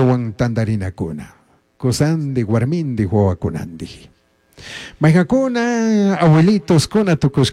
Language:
Chimborazo Highland Quichua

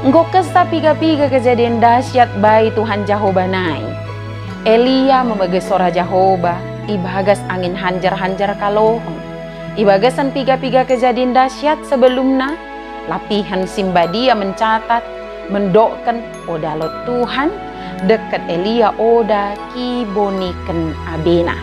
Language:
Batak Dairi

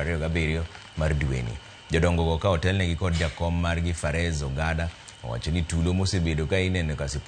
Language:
Luo (Kenya and Tanzania)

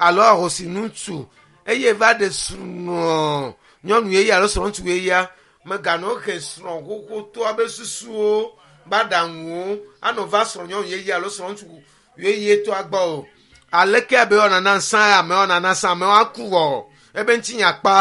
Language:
Ewe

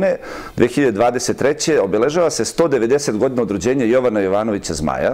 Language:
Serbian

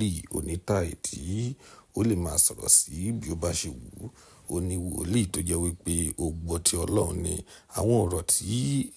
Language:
Yoruba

